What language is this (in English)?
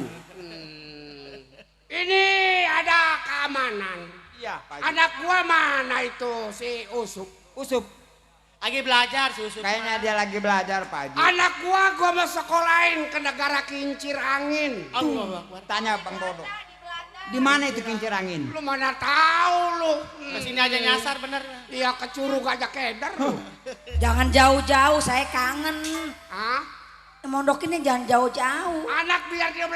Betawi